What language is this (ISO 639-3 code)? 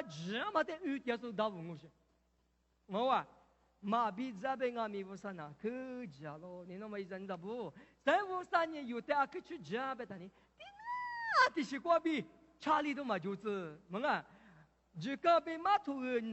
lis